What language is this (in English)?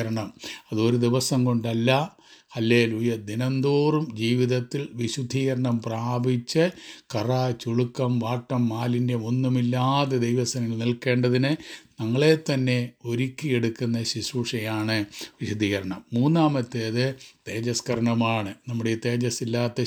Malayalam